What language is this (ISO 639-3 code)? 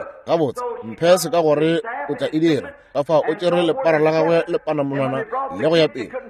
nso